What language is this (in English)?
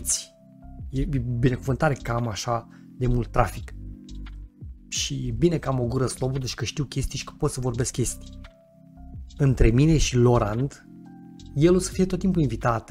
Romanian